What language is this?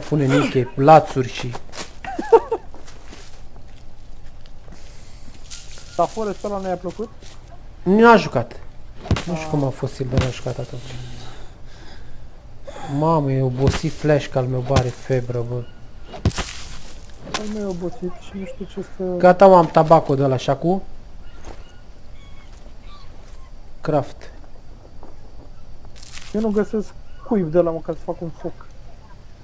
Romanian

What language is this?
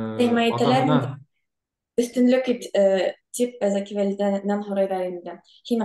Bashkir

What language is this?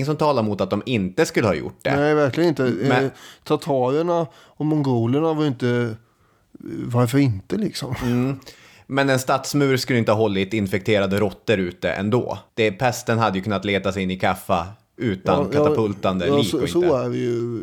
Swedish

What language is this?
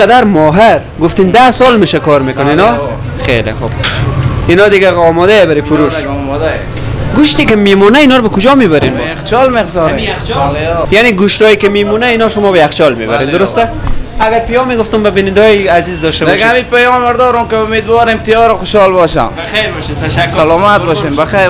Persian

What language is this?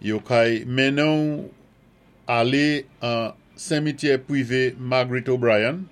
Saint Lucian Creole French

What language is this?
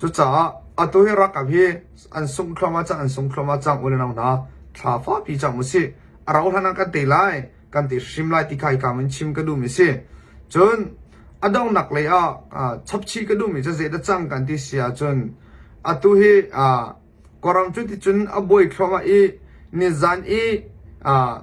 Hakha Chin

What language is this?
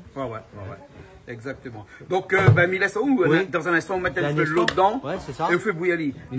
Réunion Creole French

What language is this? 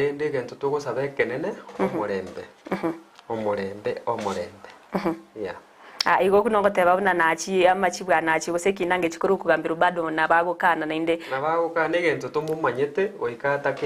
Gusii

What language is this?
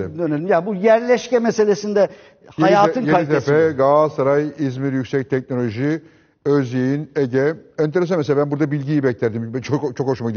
Turkish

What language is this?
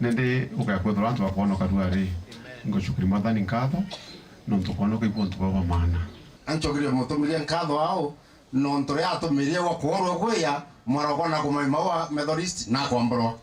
Meru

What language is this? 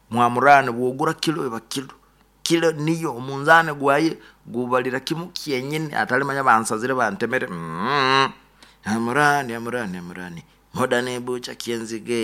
Nyoro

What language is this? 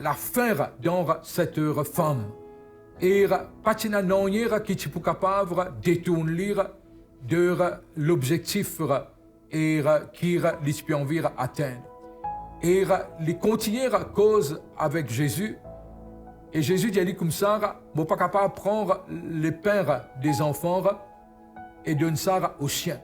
Morisyen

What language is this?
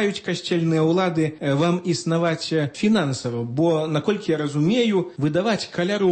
Belarusian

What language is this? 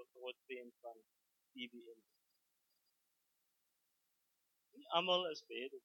Afrikaans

